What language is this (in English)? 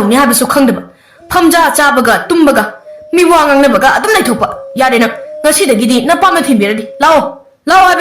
Manipuri